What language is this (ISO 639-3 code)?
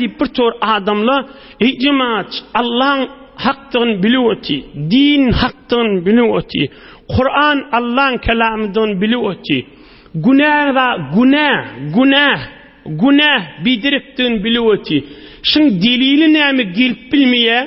tuk